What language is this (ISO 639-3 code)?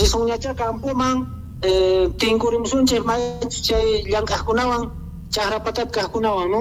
que